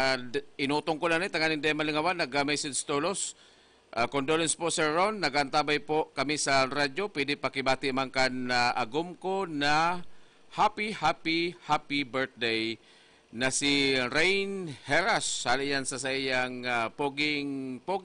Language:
Bikol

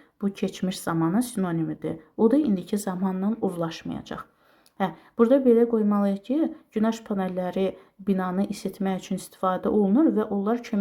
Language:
Azerbaijani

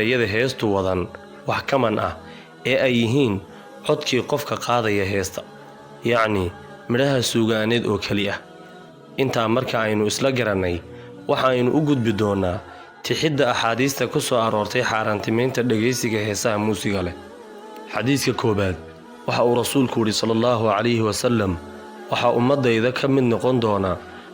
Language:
Somali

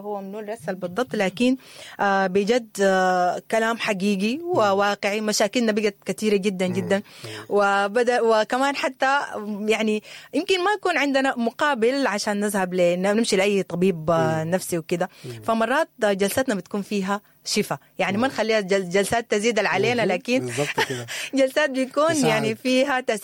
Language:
Sudanese Arabic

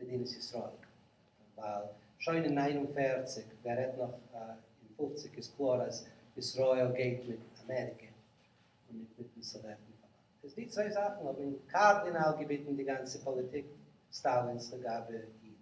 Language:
Yiddish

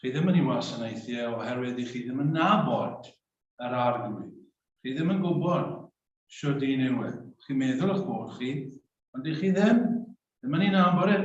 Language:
Welsh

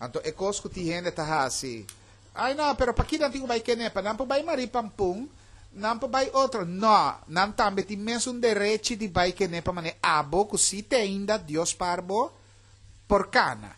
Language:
Papiamento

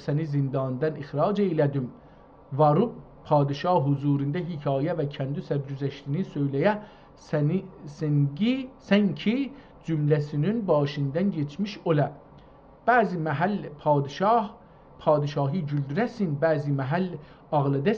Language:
South Azerbaijani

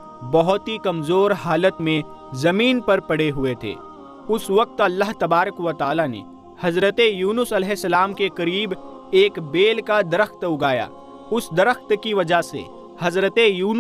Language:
Urdu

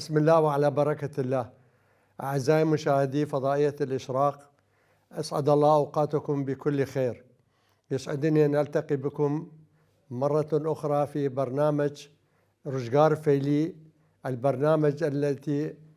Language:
Mesopotamian Arabic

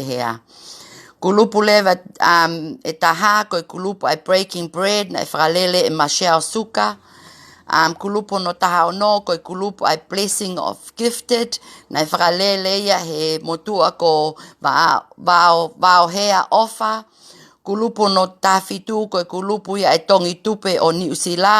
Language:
Tongan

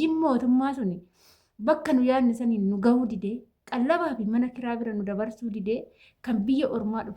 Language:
Oromo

